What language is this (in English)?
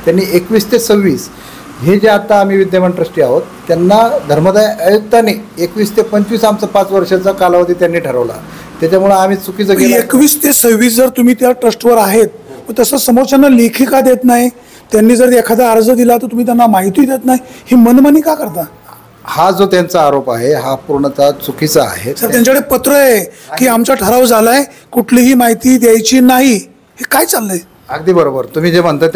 Marathi